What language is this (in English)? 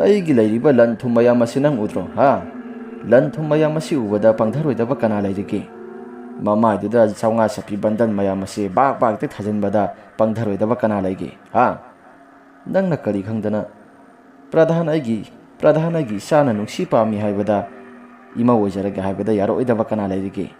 Manipuri